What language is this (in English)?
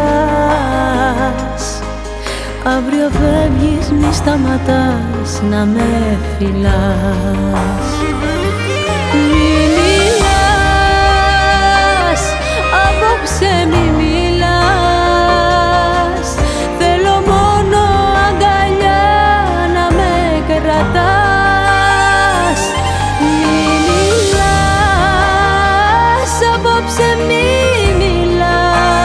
Greek